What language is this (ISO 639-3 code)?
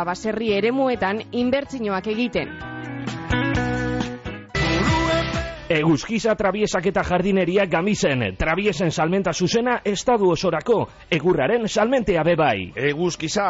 eus